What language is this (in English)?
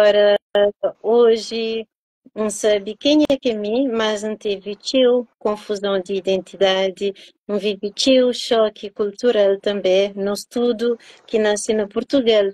Kabuverdianu